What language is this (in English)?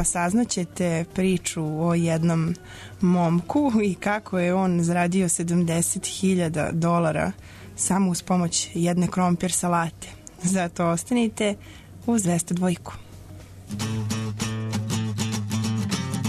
Serbian